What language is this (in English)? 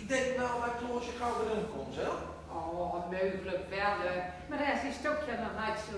Gronings